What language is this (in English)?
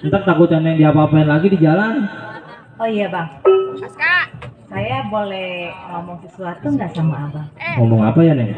Betawi